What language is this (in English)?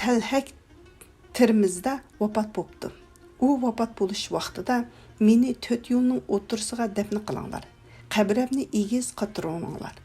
Uyghur